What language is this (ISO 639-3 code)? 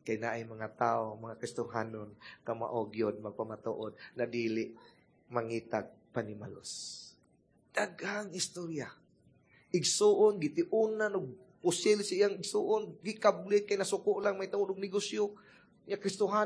ceb